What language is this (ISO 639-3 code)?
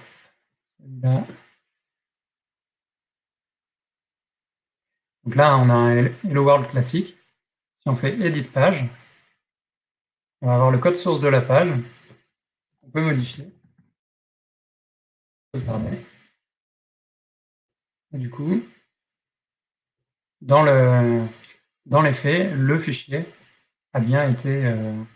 fra